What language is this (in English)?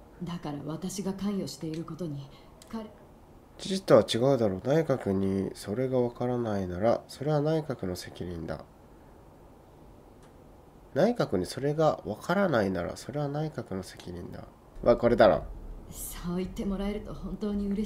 Japanese